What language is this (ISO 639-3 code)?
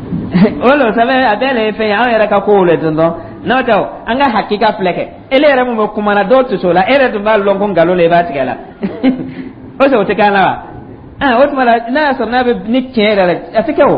dyu